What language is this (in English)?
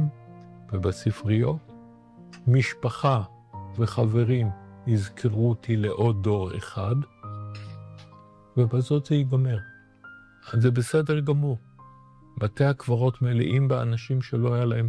Hebrew